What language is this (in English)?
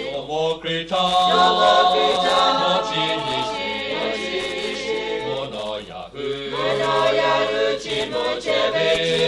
Lahu